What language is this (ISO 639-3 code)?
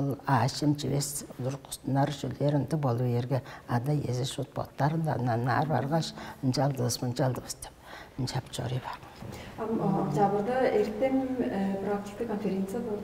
tyv